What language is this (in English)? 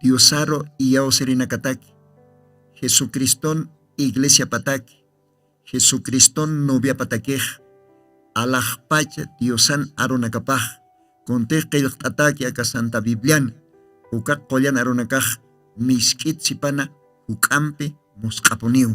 Aymara